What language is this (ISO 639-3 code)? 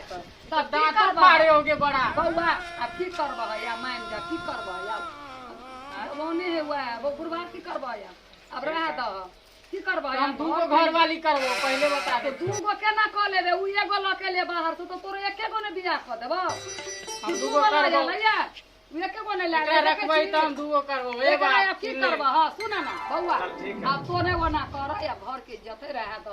mai